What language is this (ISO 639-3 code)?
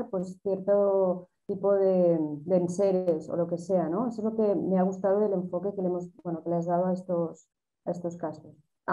spa